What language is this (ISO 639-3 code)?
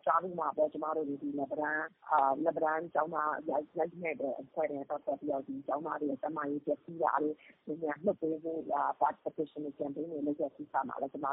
mya